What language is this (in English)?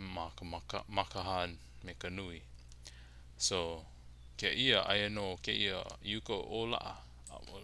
Hawaiian